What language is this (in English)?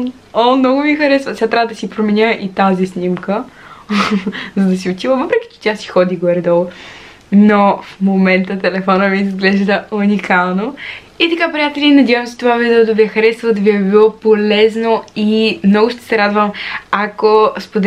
Bulgarian